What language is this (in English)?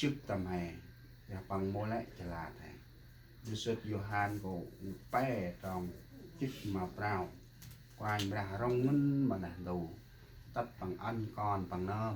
Central Mnong